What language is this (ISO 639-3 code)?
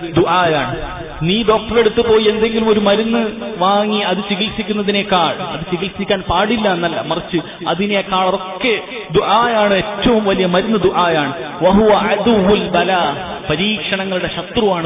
mal